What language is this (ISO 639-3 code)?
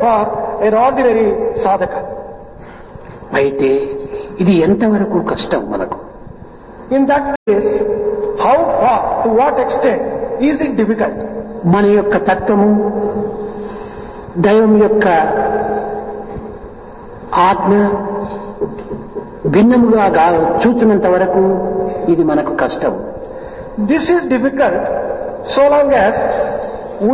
tel